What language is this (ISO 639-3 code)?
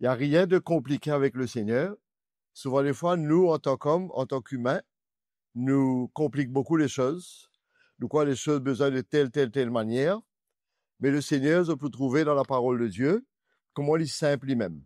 mfe